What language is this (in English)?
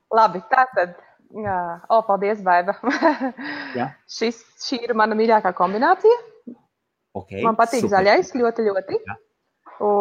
Latvian